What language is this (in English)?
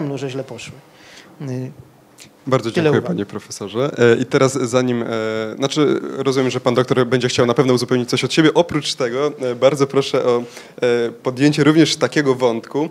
Polish